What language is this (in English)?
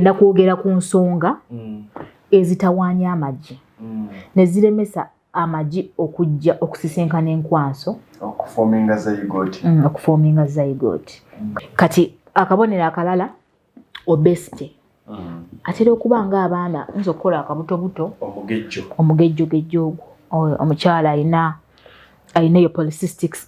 Ganda